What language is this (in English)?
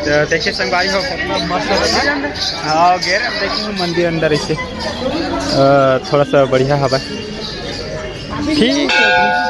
Chhattisgarhi